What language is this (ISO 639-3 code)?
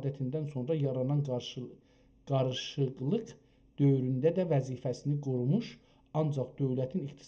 azb